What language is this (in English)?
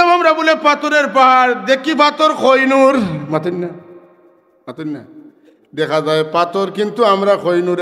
Sylheti